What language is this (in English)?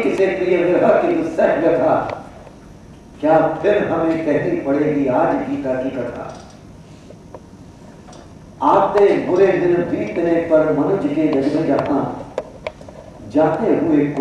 Hindi